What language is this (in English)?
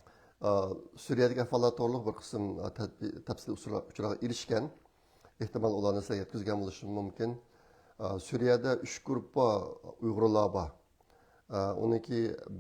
Uyghur